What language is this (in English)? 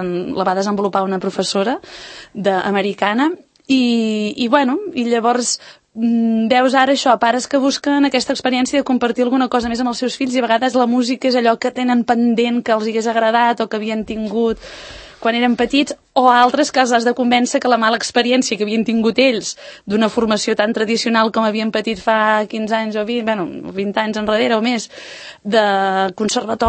Catalan